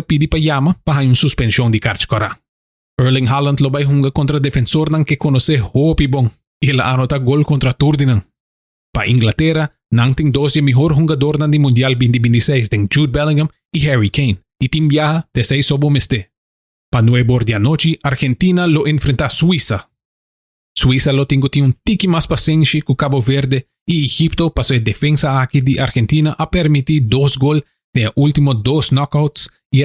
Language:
Papiamento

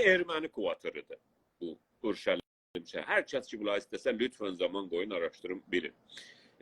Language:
South Azerbaijani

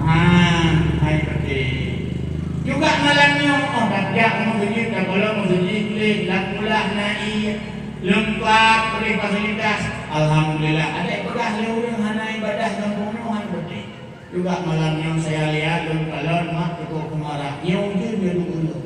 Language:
Achinese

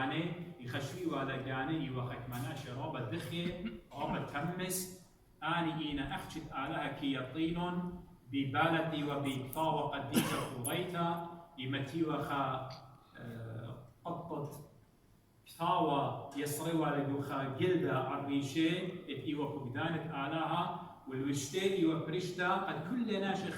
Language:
Assyrian Neo-Aramaic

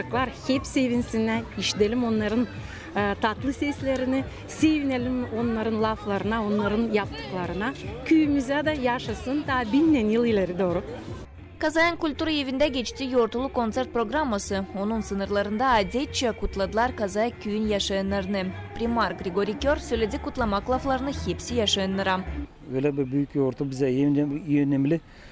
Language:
Gagauz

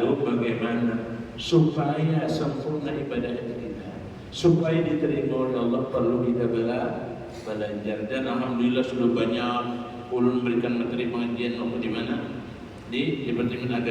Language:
Banjar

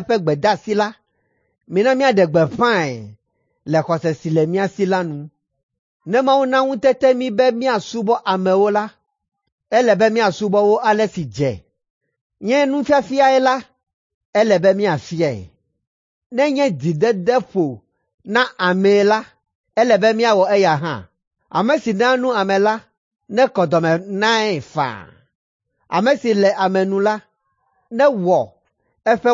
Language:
Ewe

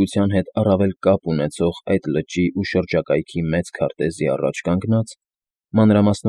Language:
Armenian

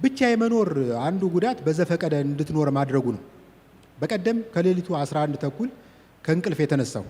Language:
Amharic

